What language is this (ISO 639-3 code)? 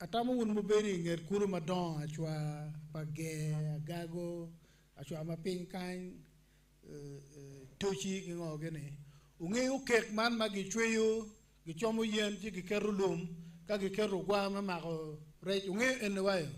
ach